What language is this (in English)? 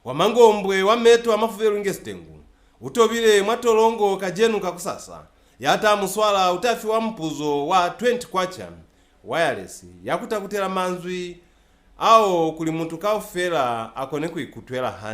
Lozi